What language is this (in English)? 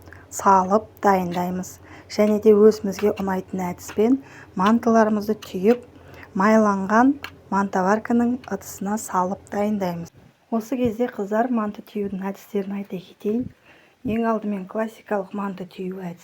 Kazakh